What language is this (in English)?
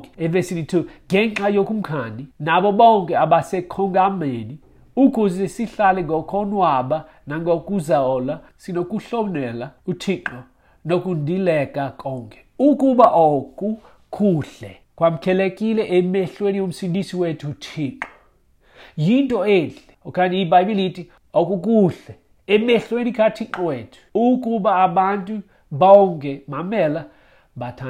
Xhosa